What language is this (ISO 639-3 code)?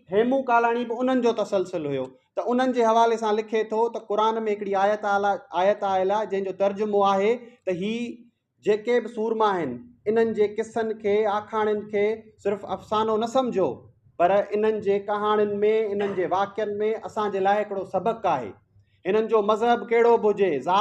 snd